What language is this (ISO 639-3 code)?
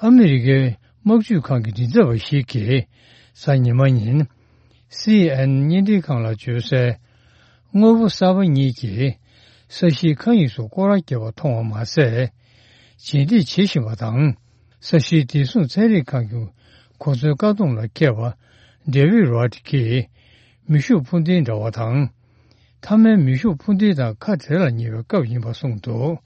bod